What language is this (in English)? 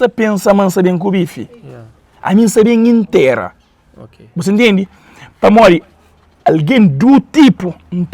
Kabuverdianu